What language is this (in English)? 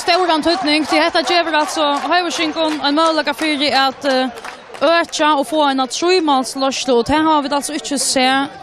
Faroese